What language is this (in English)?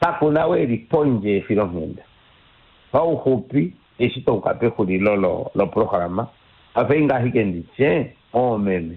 Kuanyama